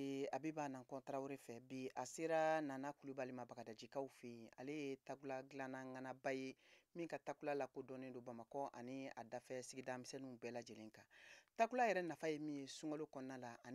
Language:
Bambara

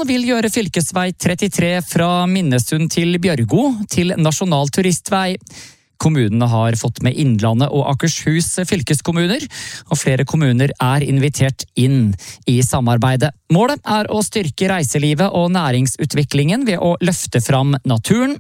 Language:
Norwegian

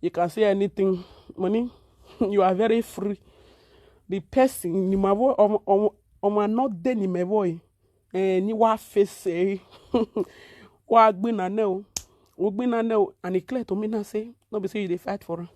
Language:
Nigerian Pidgin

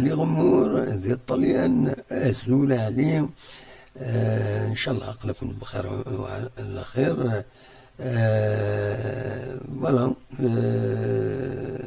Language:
Kabyle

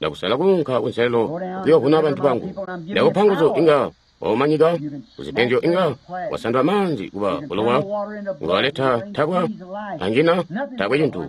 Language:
Tonga (Zambia)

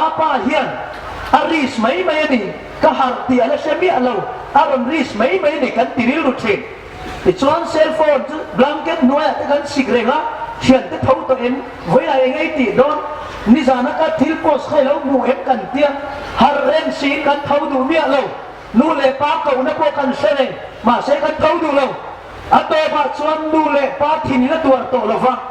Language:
Hmar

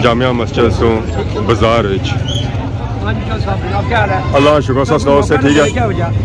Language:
Pahari-Potwari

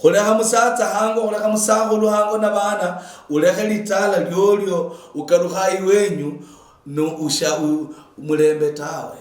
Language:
Luyia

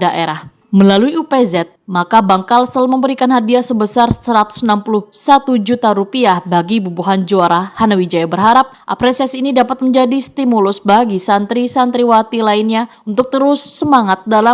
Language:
Banjar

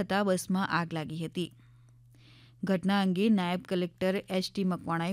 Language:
Gujarati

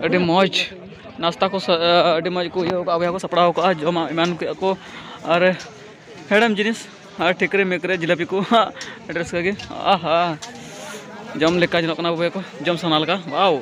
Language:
Santali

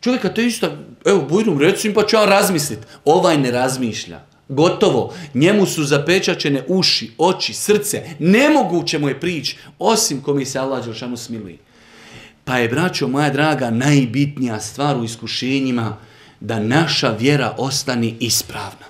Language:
Bosnian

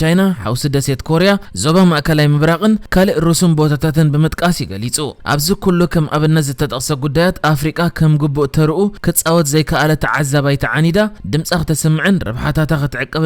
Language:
Tigrinya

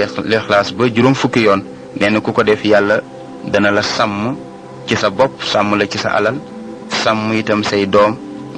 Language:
Wolof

